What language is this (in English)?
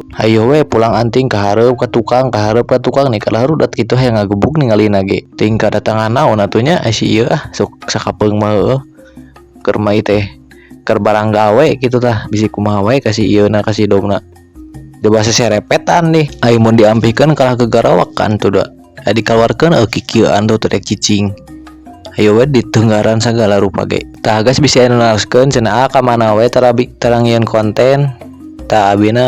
Sundanese